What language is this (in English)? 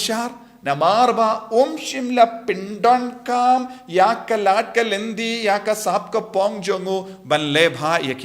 Khasi